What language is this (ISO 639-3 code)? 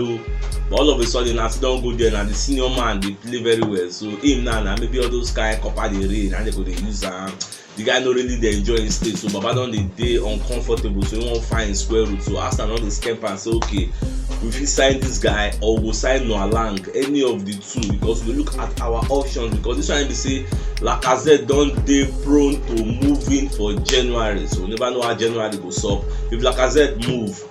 pcm